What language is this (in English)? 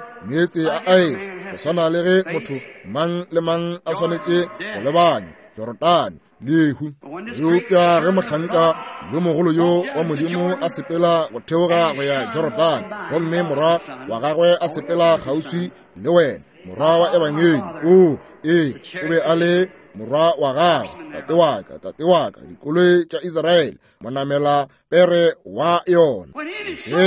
Northern Sotho